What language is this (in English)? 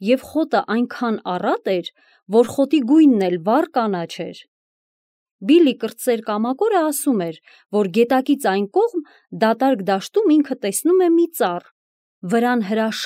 Armenian